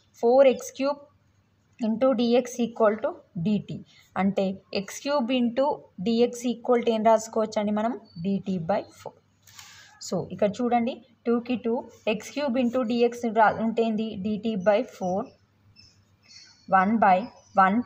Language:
Telugu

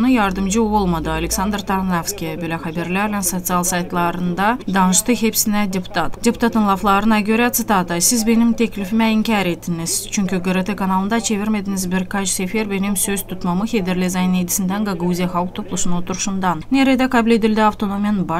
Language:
Gagauz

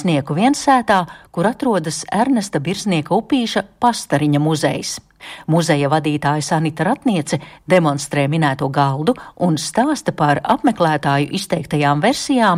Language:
Latvian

